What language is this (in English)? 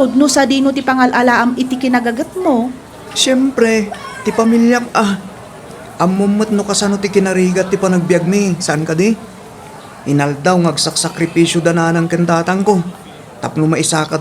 Iloko